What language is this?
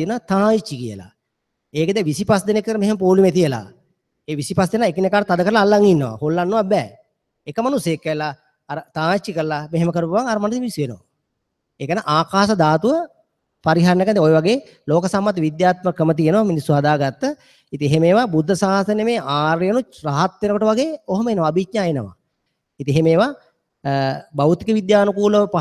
Sinhala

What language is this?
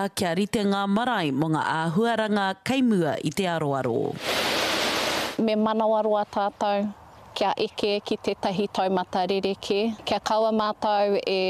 Māori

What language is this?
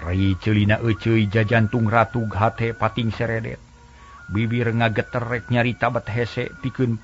Sundanese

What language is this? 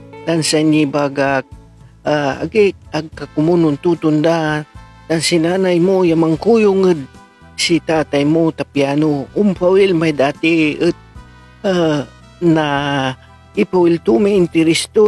Pangasinan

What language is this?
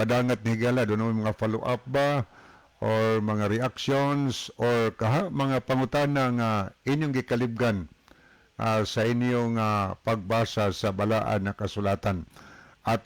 Cebuano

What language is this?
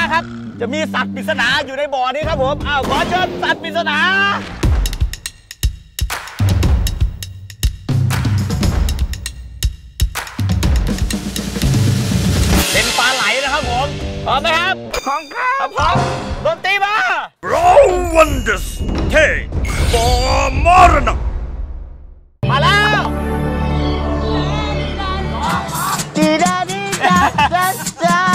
Thai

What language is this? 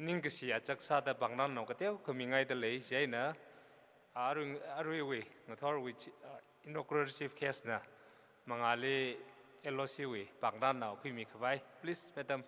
Tangkhul Naga (India)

